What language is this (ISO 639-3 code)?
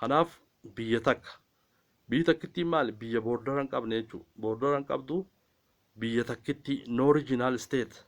orm